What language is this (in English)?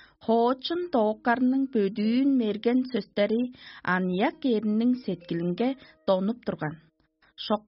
Tuvinian